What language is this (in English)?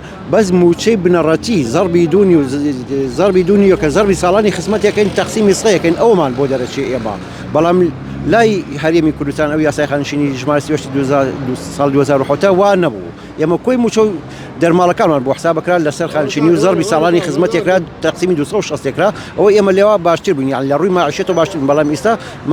Central Kurdish